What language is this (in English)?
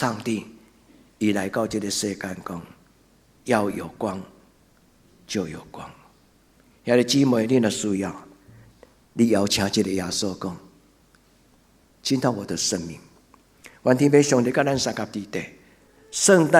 Min Nan Chinese